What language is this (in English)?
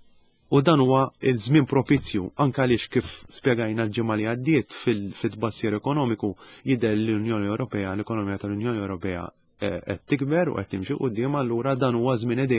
Maltese